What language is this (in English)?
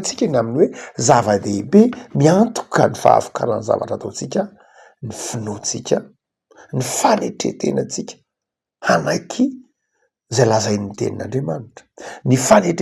Malagasy